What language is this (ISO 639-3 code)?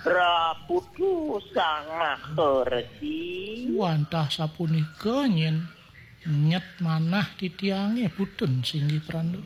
ban